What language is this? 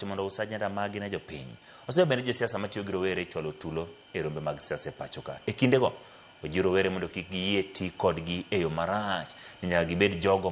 Luo (Kenya and Tanzania)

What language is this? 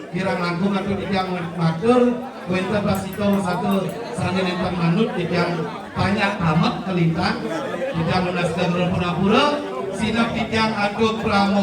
Balinese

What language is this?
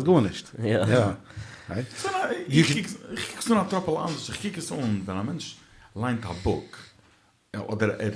Yiddish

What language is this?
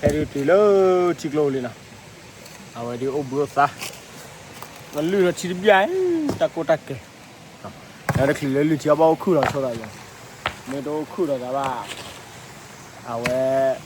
S'gaw Karen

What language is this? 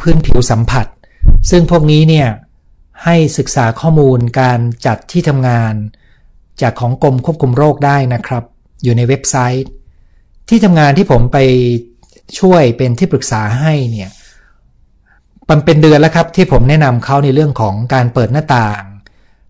Thai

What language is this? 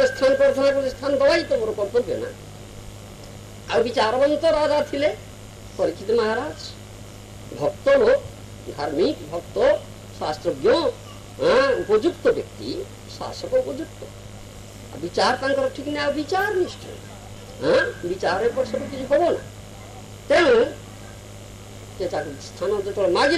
Odia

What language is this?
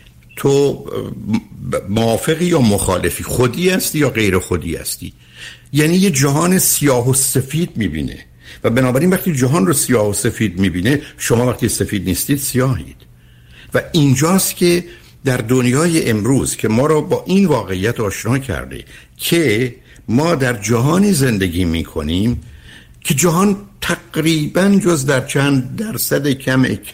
Persian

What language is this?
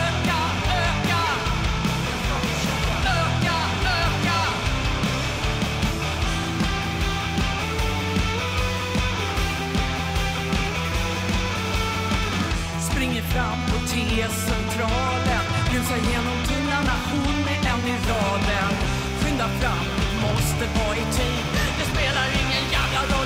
Swedish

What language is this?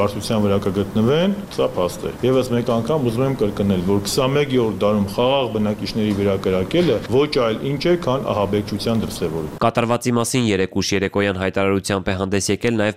Armenian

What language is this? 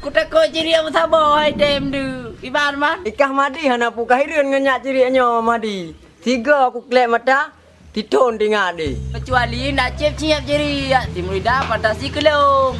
Achinese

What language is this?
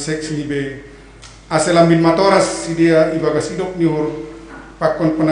Batak Simalungun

